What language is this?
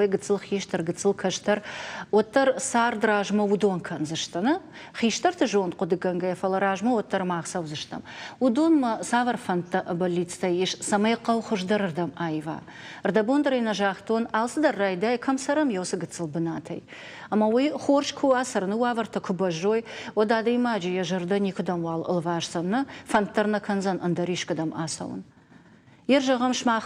Ossetic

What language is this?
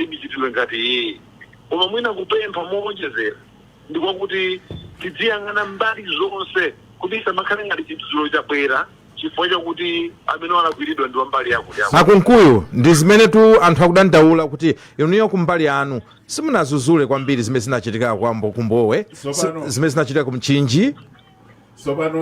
Nyanja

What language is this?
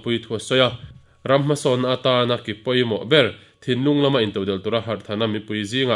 Mizo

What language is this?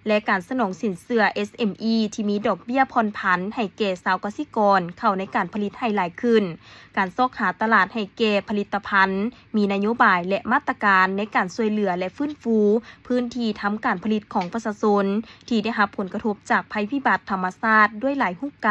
Lao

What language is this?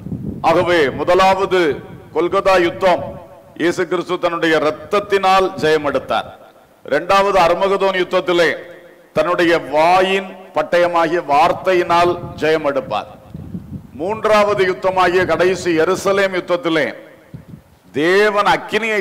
Tamil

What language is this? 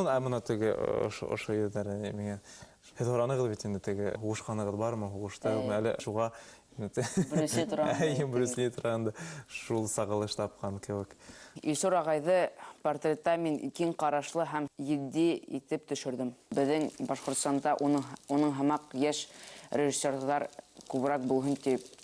Bashkir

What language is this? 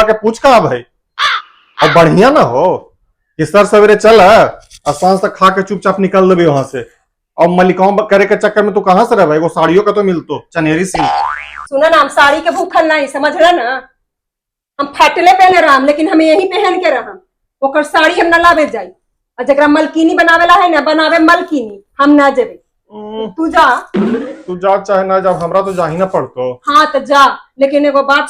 Magahi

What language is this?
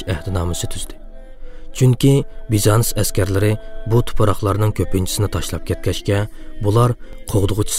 Uyghur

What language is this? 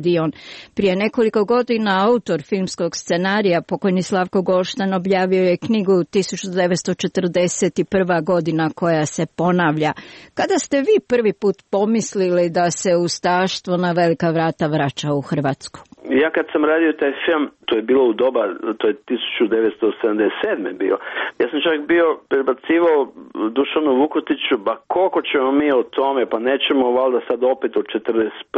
Croatian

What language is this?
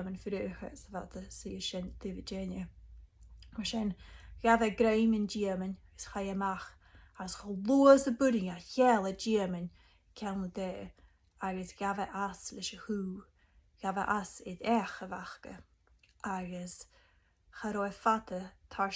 Scottish Gaelic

